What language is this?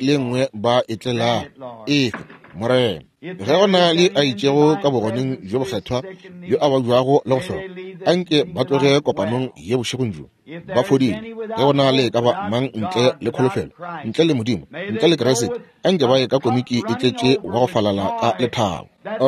Northern Sotho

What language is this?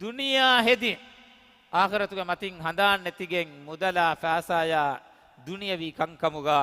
Divehi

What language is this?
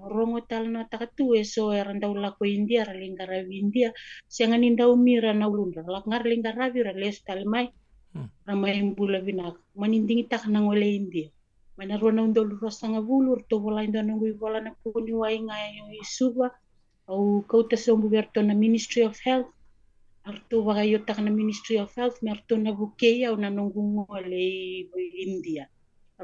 Fijian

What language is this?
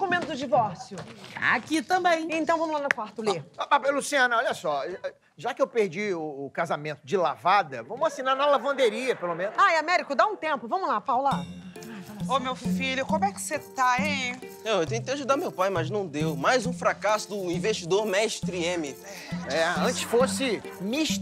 Portuguese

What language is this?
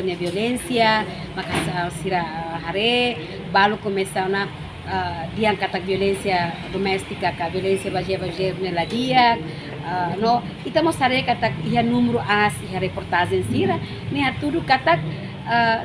Tetum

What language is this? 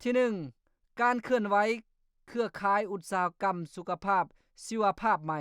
Lao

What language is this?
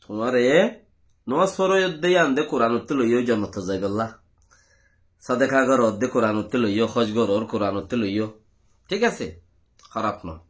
Rohingya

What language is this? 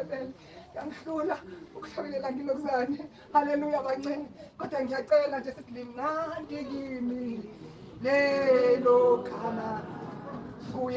Zulu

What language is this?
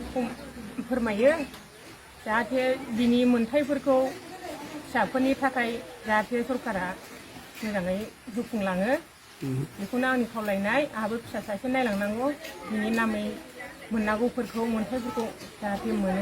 Bodo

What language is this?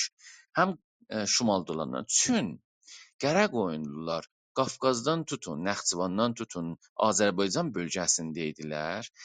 South Azerbaijani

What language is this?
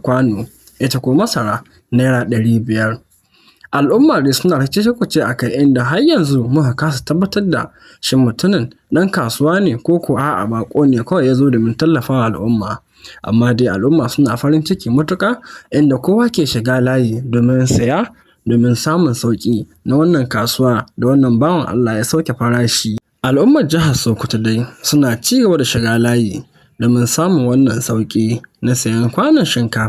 Hausa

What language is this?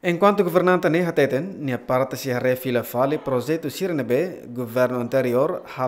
Tetum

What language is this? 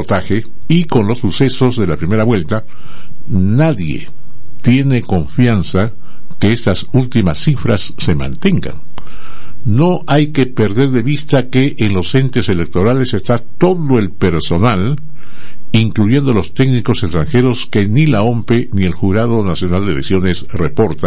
Spanish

